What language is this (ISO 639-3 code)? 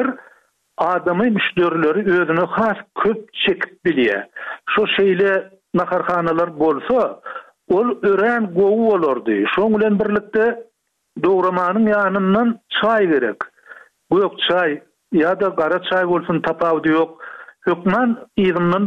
tuk